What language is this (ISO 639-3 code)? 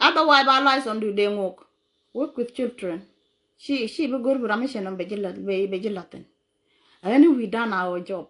nus